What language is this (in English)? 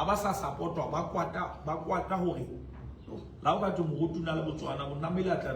Southern Sotho